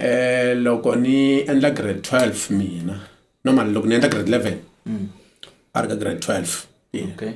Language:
Tsonga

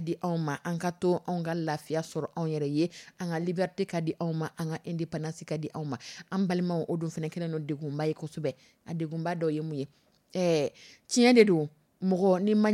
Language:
Dyula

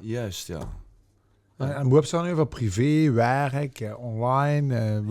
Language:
Limburgish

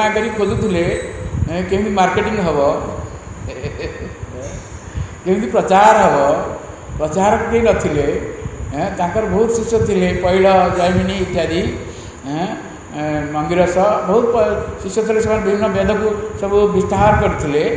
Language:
Odia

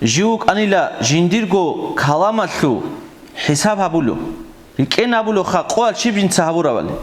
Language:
Avaric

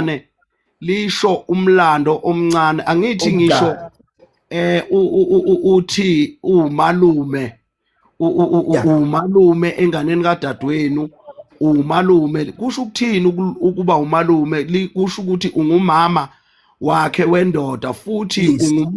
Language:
Zulu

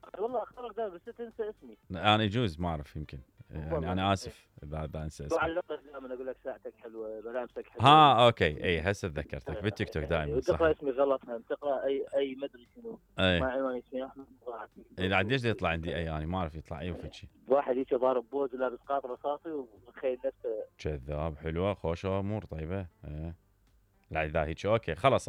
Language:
Mesopotamian Arabic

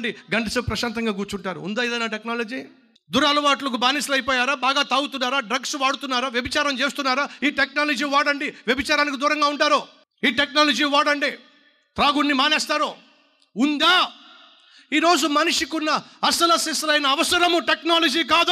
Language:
Telugu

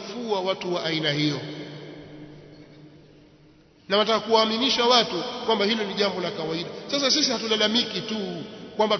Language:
Swahili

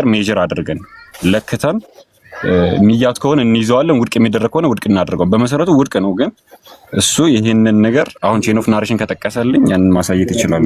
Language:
Amharic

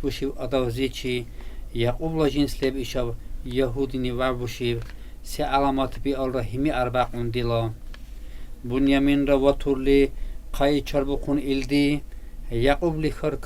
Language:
Dargwa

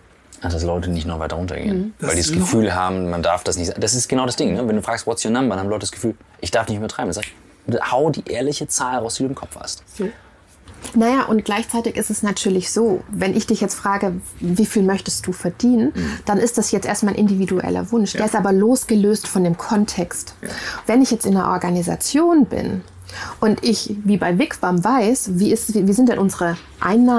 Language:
German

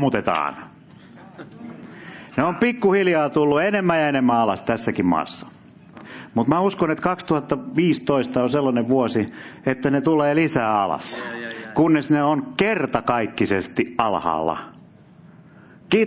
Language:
Finnish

